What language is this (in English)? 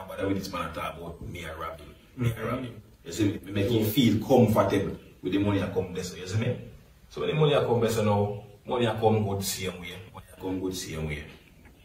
Jamaican Creole English